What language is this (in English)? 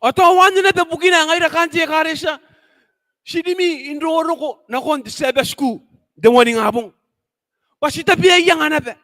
Gilbertese